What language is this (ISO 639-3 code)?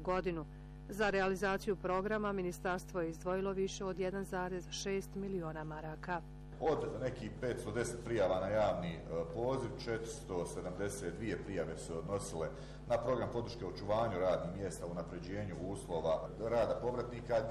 bos